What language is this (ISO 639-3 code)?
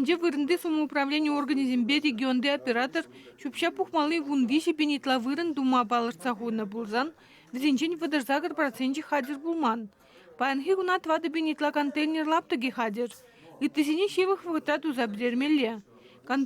chv